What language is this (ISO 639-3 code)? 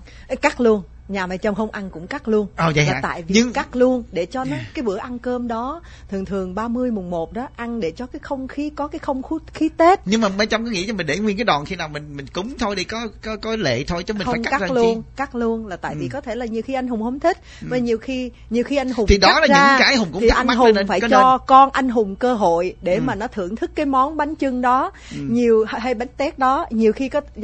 vie